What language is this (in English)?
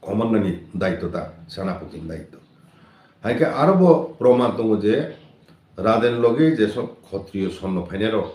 Kok Borok